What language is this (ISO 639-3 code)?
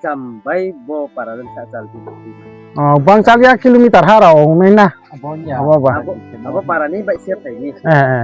ria